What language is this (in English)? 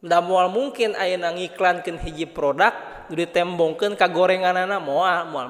Sundanese